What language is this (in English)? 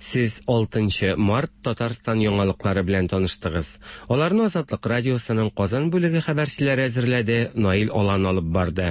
Tatar